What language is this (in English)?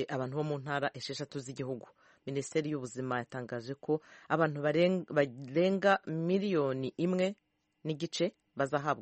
Kinyarwanda